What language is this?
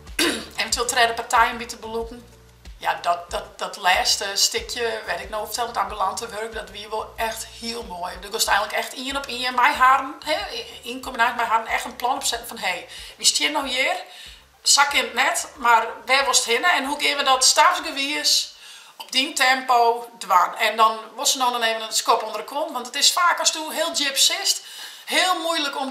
Western Frisian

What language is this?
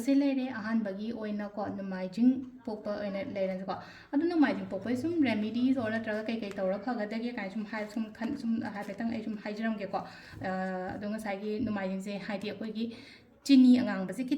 Manipuri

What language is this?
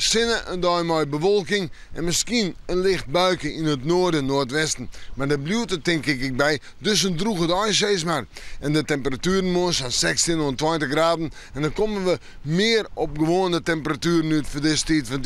Western Frisian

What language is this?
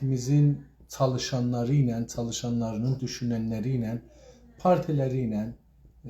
South Azerbaijani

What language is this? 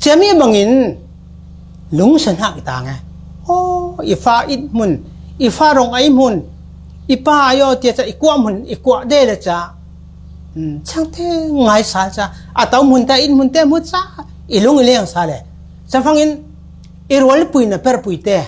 Falam Chin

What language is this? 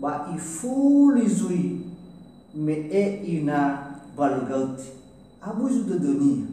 Nias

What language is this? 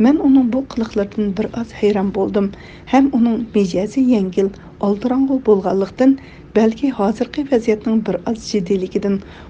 Uyghur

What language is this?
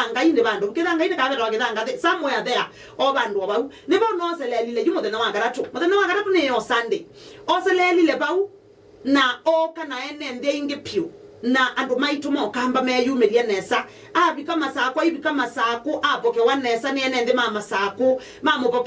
Kamba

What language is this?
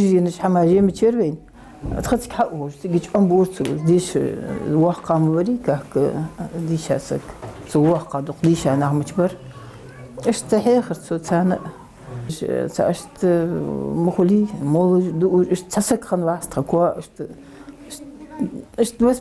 Ingush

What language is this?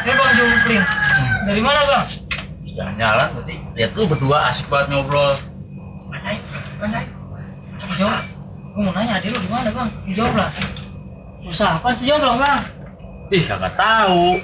Betawi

